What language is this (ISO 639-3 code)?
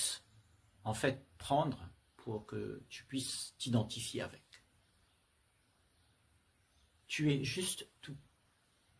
fra